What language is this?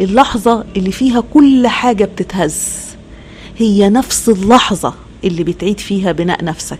Egyptian Arabic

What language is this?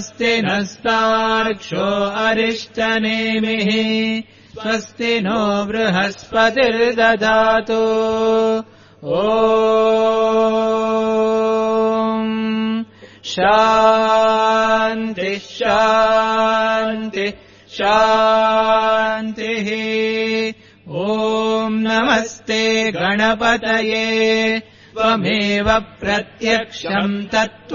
Sanskrit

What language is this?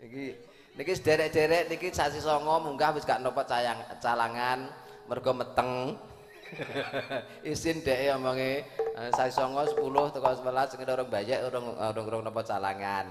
Javanese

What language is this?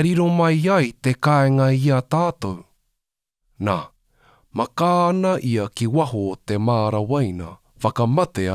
Māori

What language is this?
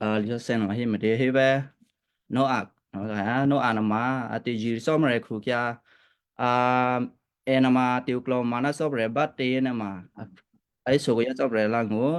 Western Kayah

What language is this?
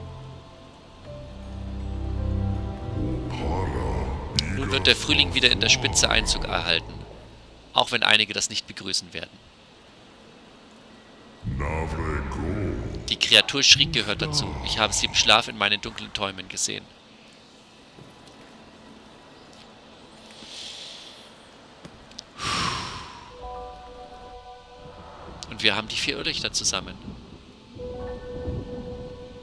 German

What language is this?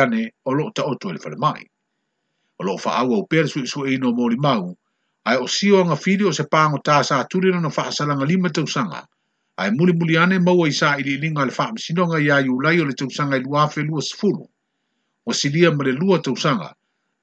Samoan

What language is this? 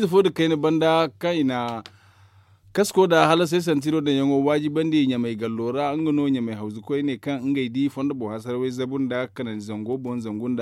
Zarma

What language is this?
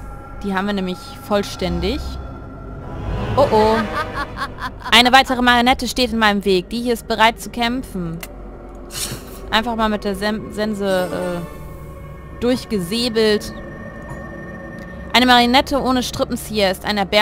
German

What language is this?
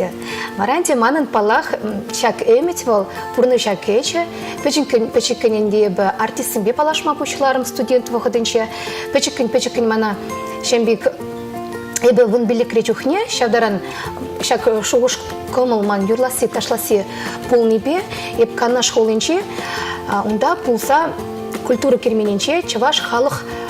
Chuvash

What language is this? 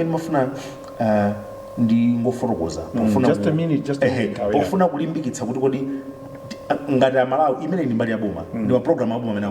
Nyanja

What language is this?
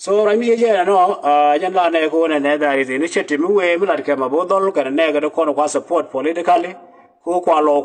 Nuer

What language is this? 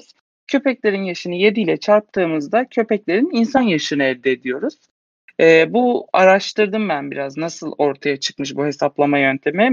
Turkish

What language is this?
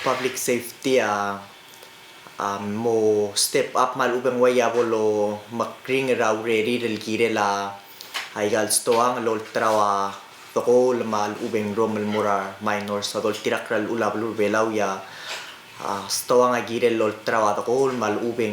Palauan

